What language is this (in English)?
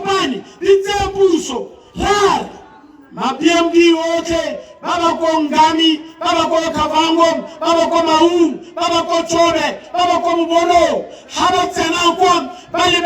Tswana